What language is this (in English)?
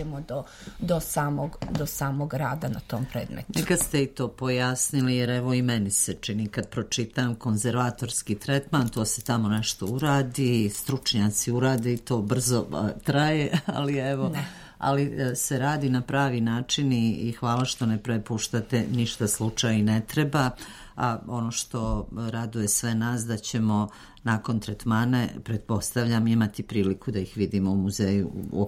Serbian